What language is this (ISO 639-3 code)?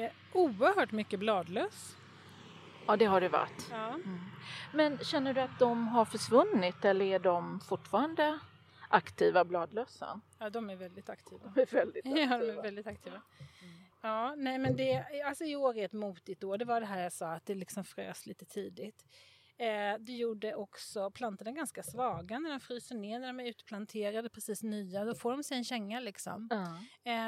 swe